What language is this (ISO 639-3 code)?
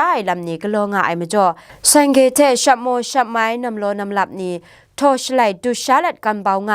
kac